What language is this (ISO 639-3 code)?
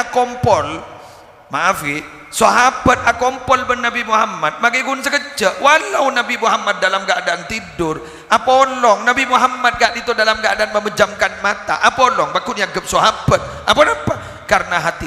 mad